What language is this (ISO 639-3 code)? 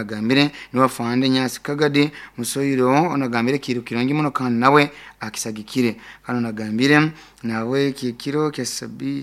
nyo